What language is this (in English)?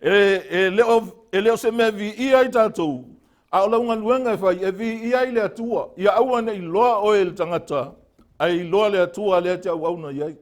Samoan